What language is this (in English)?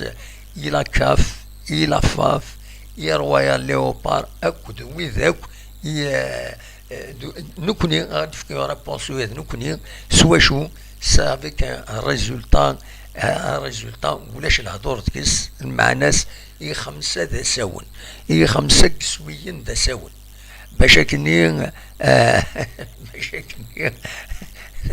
Kabyle